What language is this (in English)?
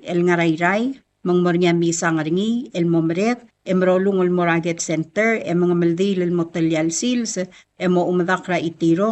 Palauan